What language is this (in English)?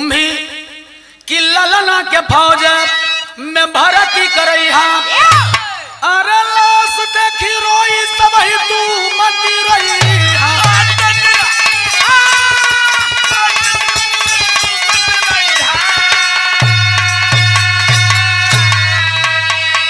Bhojpuri